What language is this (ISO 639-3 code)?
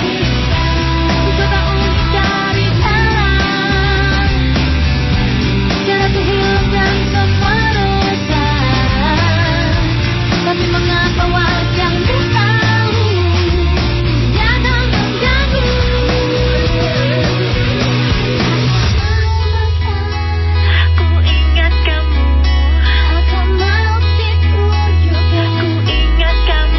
ind